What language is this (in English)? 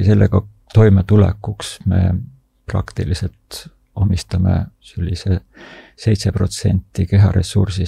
Estonian